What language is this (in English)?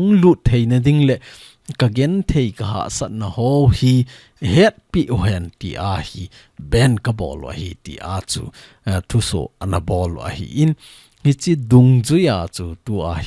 Thado Chin